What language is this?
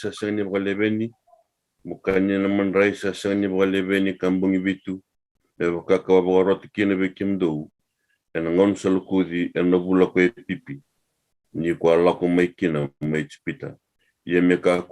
Fijian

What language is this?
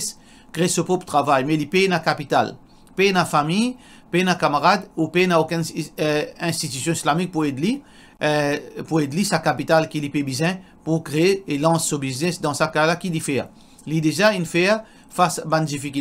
Morisyen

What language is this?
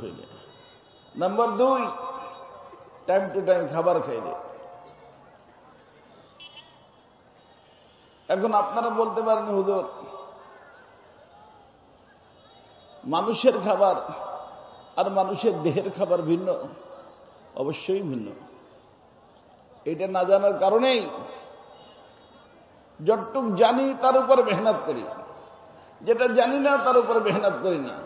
Bangla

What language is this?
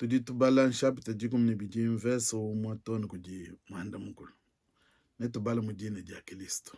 Luba-Lulua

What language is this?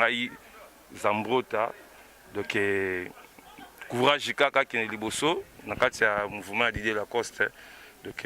Lingala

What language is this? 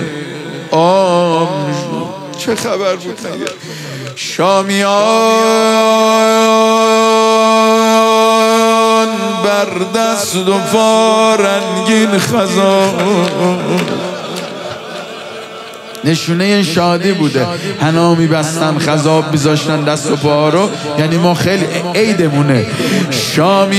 Persian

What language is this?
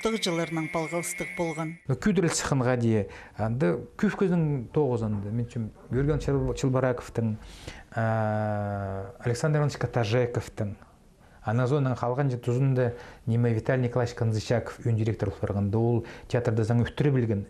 Khakas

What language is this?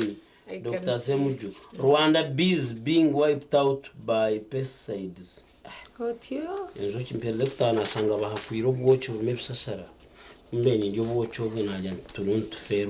Nyankole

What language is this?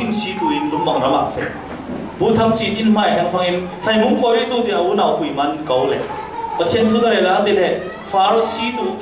Falam Chin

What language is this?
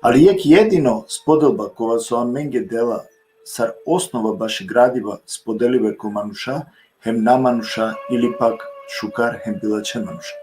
Balkan Romani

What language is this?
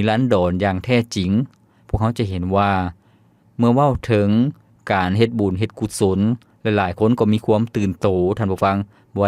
Lao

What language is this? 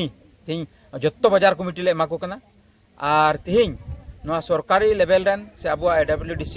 Santali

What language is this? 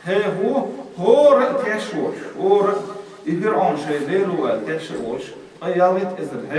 Chechen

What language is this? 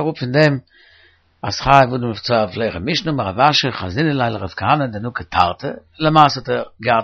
Yiddish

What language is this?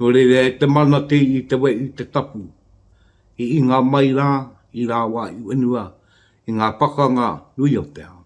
Māori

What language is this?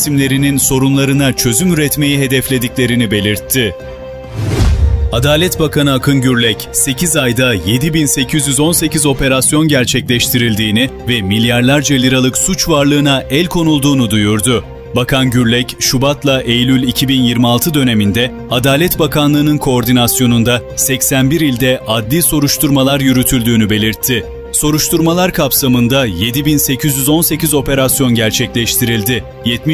Turkish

